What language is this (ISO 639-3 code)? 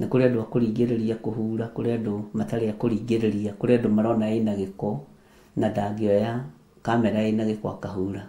kik